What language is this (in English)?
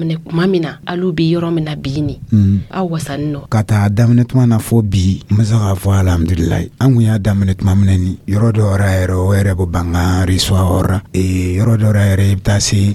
Dyula